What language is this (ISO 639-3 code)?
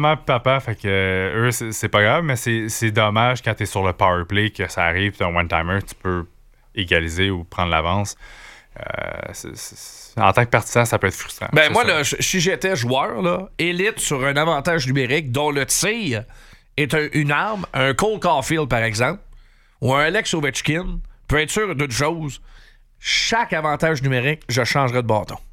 fra